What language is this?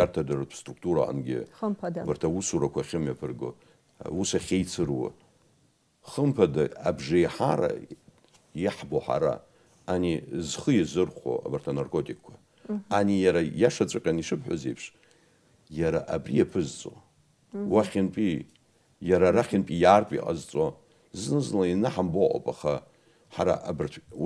Abkhazian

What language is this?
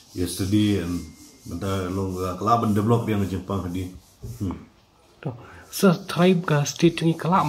Khasi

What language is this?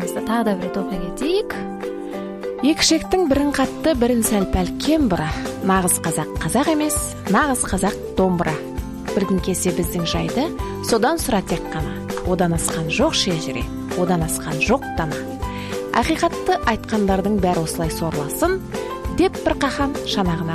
Kazakh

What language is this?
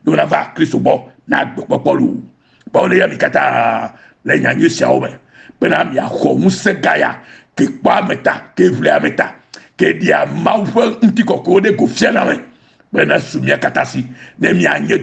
Ewe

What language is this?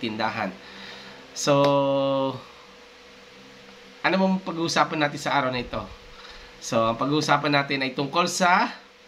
Filipino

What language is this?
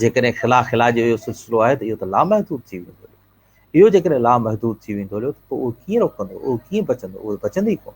Sindhi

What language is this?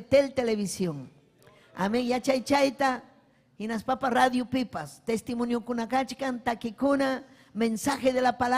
Ayacucho Quechua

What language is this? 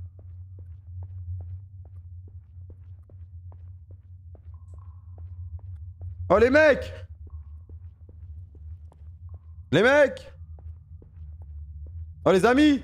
French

